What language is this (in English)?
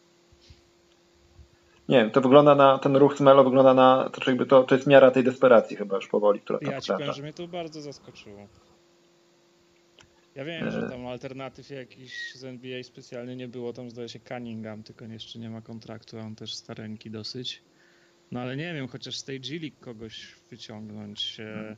Polish